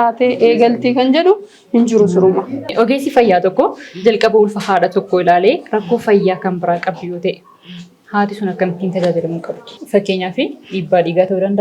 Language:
Oromo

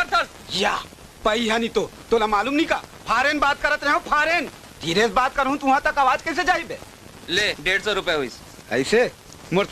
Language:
Chhattisgarhi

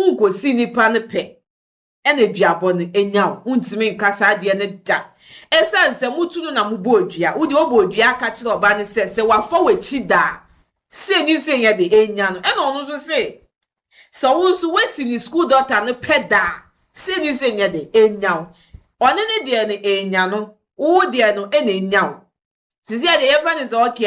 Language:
Akan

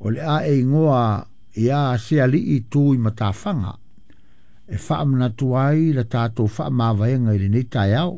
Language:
Samoan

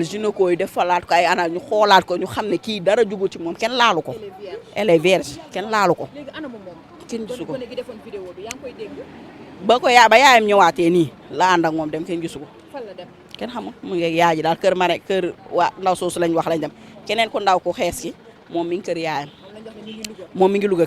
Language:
Wolof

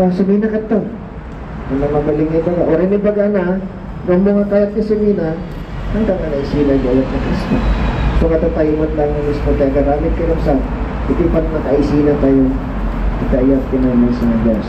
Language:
Iloko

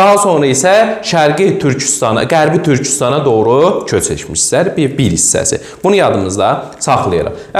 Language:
Azerbaijani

